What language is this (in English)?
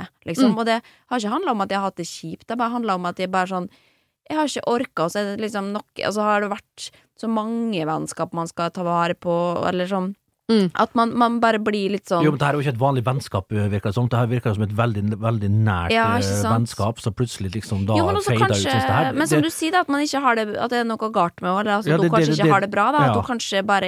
Norwegian